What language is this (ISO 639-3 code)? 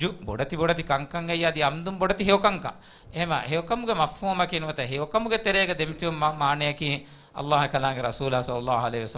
div